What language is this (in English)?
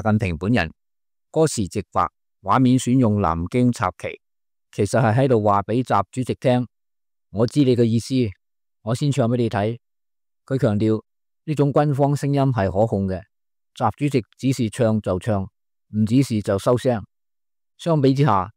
Cantonese